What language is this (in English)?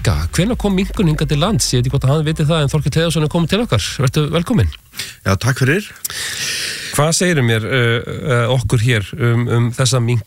Icelandic